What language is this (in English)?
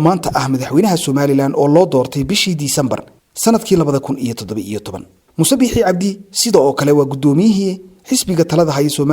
Somali